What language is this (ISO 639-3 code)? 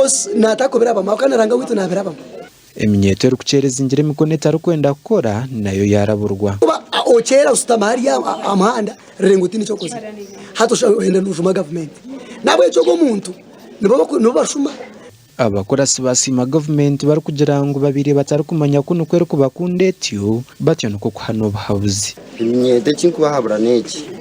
nyn